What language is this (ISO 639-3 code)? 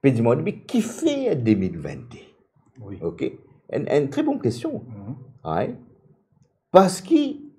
mfe